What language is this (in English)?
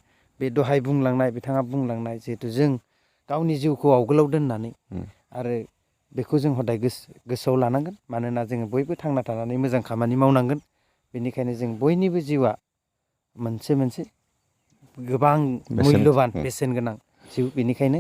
Bodo